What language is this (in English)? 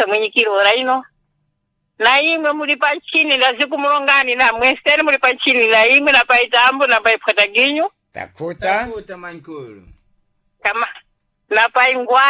Sena